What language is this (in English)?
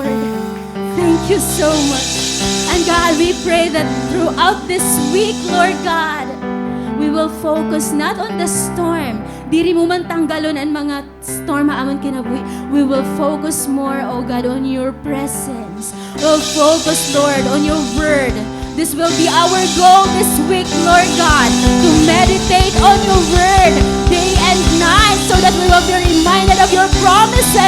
Waray